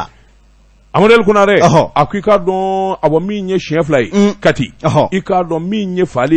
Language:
Bambara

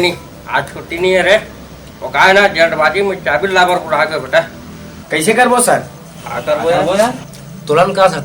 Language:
Chhattisgarhi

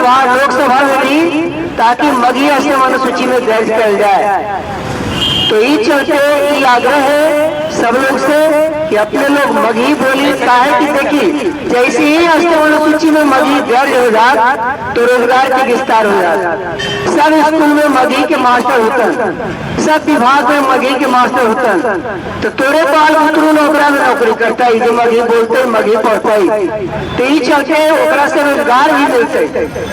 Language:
Magahi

